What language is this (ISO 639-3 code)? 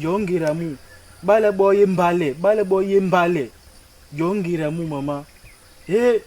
bas